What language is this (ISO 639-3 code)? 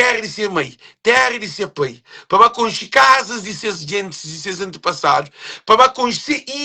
kea